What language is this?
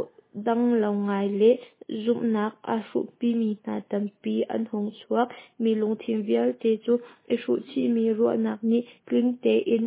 Hakha Chin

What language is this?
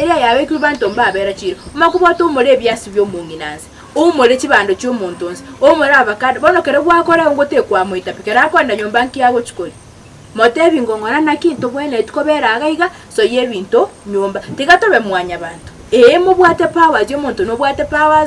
Gusii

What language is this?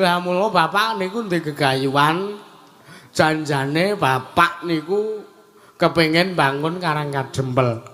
Javanese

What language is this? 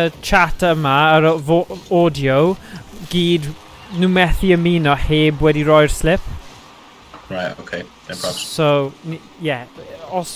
Welsh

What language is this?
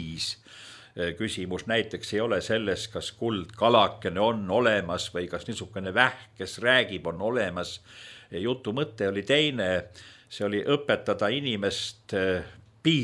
Estonian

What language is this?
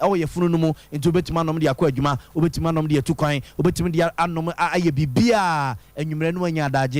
Akan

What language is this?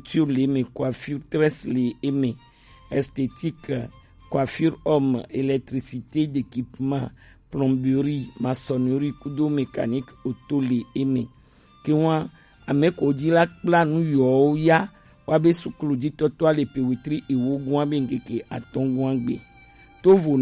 Gen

